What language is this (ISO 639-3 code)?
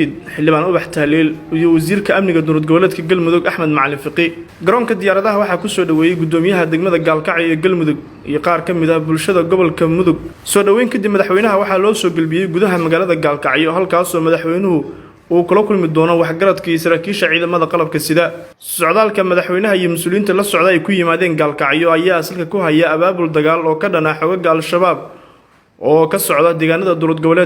som